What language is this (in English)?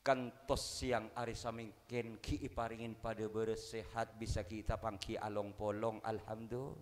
Madurese